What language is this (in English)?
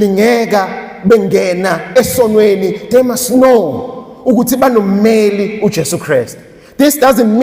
Zulu